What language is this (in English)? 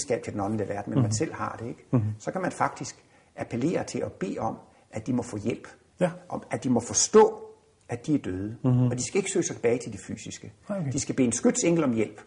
Danish